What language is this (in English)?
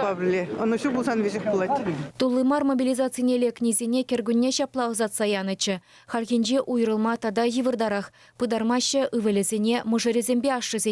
Chuvash